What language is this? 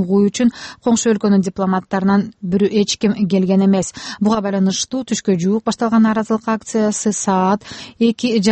Kyrgyz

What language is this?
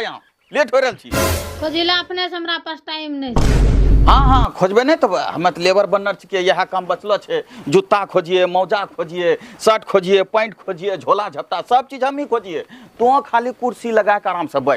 Angika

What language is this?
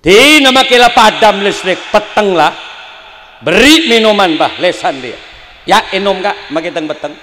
Madurese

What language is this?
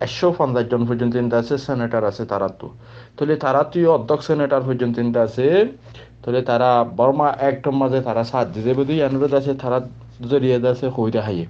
Rohingya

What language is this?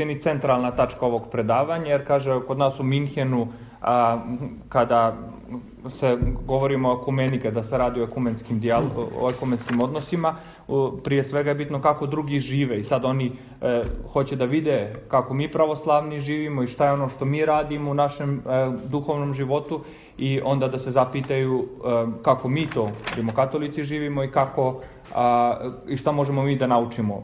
Serbian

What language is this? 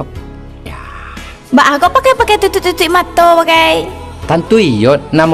Minangkabau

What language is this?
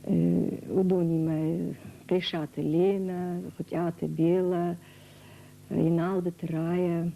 Ossetic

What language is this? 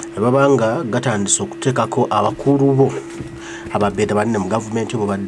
Ganda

